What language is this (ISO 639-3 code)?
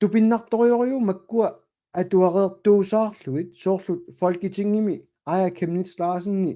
kal